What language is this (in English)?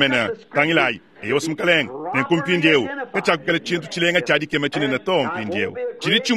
Luba-Lulua